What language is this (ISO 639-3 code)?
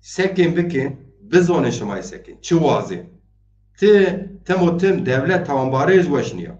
zza